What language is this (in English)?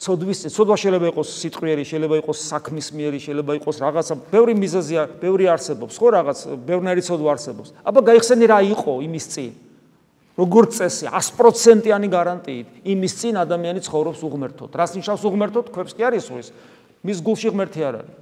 Georgian